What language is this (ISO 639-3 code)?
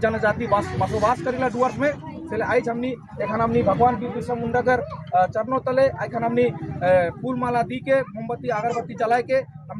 sck